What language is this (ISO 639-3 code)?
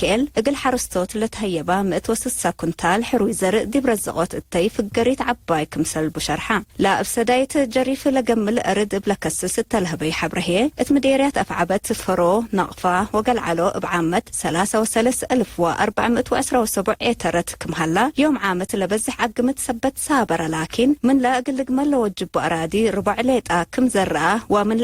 tig